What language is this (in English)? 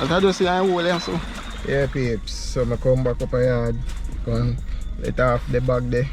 Jamaican Creole English